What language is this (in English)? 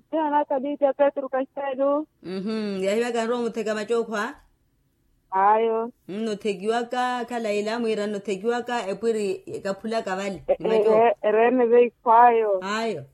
Makhuwa